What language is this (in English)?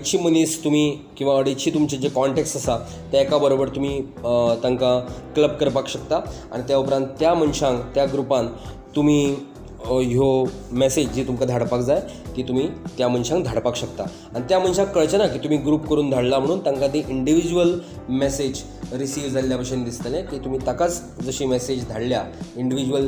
Konkani